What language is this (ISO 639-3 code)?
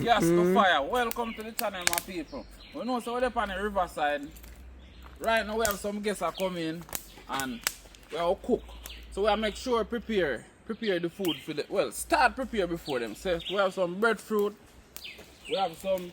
jam